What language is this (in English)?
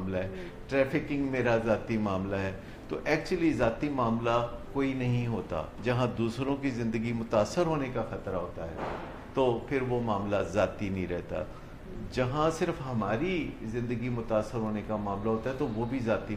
Urdu